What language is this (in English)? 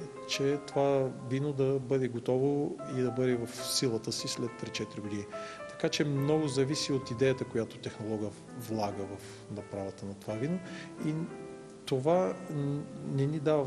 Bulgarian